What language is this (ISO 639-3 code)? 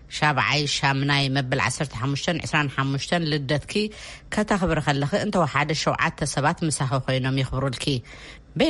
tir